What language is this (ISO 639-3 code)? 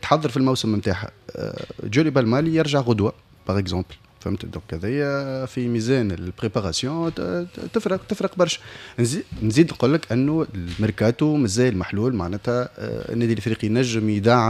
aeb